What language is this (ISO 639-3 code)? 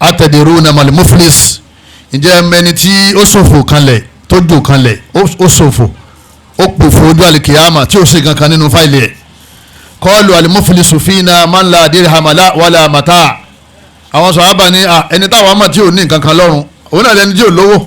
yor